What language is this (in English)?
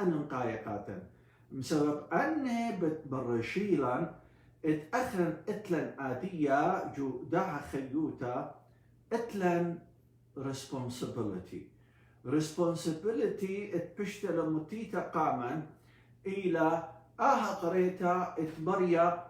Assyrian Neo-Aramaic